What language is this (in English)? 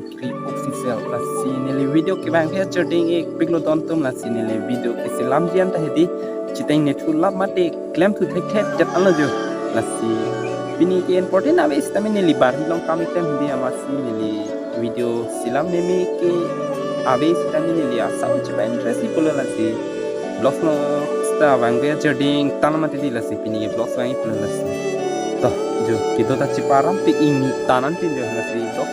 Karbi